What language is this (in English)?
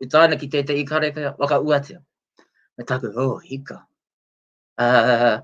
Māori